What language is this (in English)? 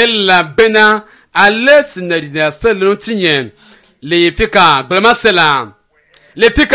Ewe